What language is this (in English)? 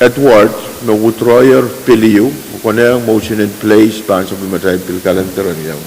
Pohnpeian